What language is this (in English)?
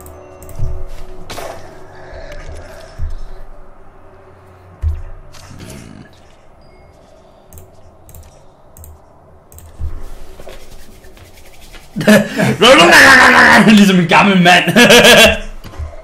Danish